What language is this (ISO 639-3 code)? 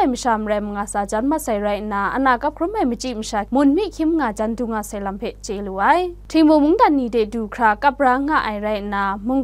kac